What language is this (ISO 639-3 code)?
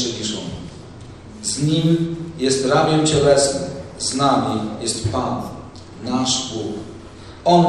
pol